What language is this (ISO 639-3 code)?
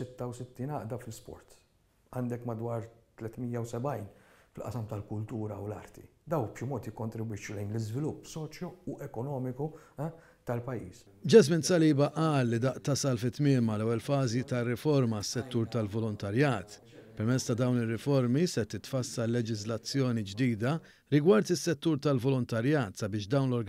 mlt